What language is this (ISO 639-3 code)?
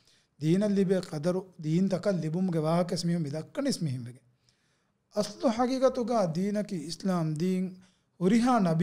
div